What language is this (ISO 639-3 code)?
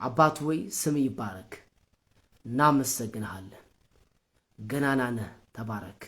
amh